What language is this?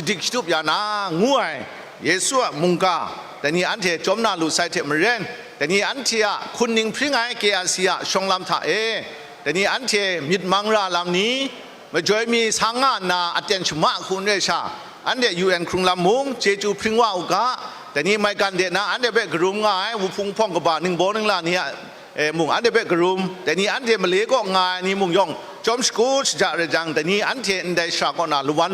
Kachin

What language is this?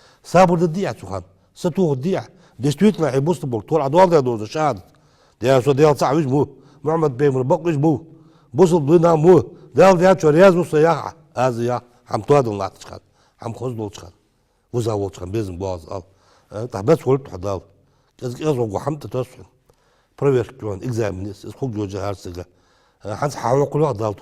Ingush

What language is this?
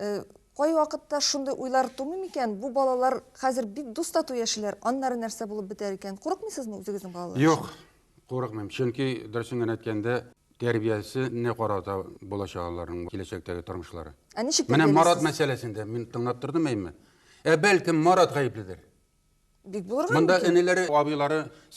Tatar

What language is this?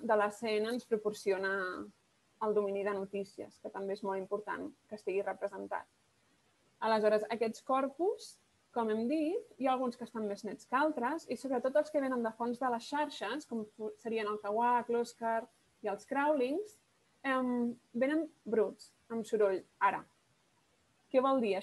Catalan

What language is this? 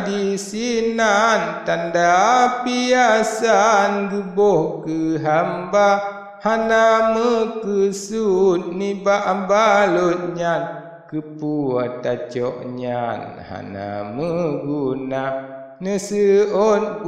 Achinese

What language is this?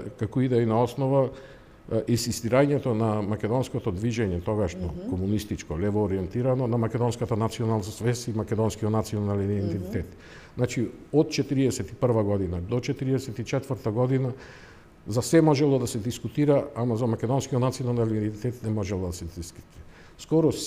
Macedonian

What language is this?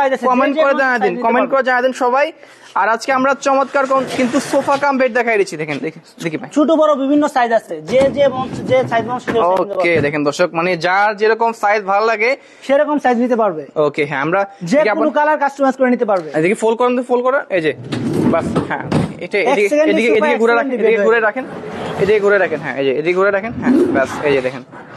Bangla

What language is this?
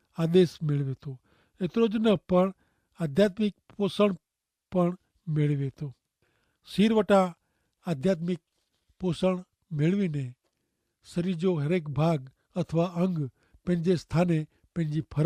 Kachhi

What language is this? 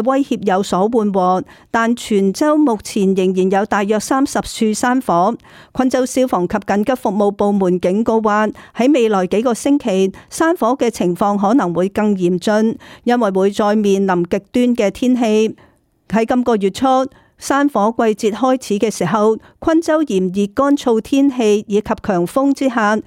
Cantonese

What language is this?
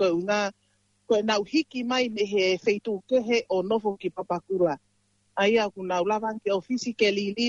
Tongan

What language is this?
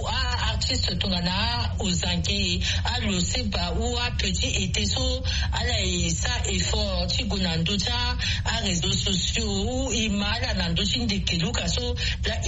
Sango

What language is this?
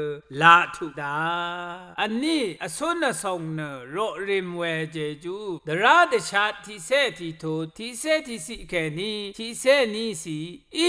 Rawang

